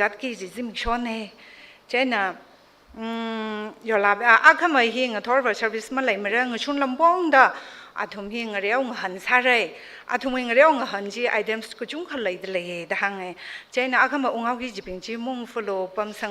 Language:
Tangkhul Naga (India)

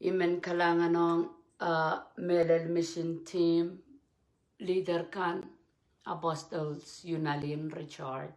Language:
Pohnpeian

